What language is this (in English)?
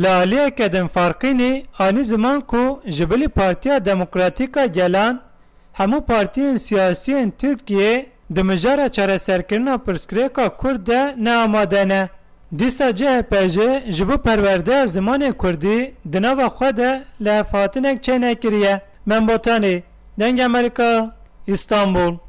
Kurdish